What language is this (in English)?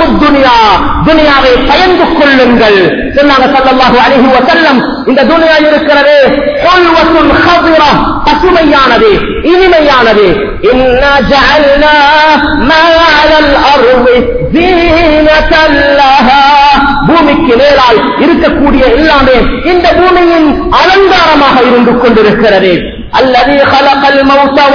Tamil